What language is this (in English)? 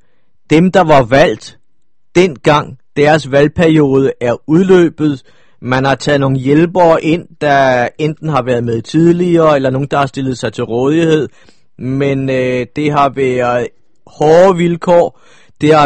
Danish